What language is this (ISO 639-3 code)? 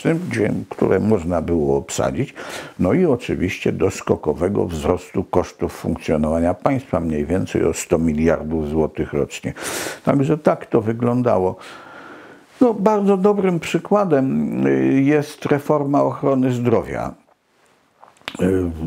pol